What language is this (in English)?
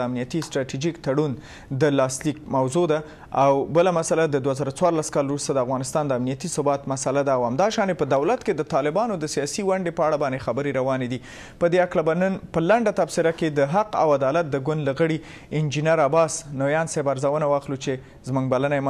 Pashto